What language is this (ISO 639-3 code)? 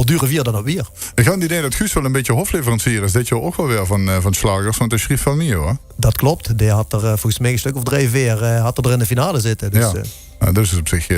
lim